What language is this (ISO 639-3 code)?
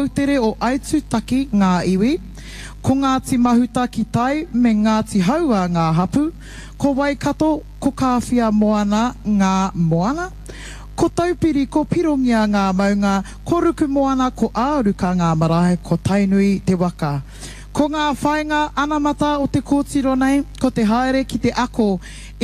mri